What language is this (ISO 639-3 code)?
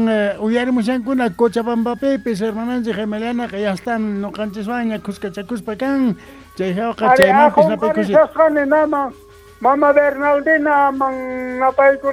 que